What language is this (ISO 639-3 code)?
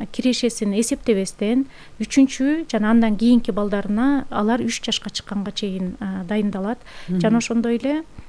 kir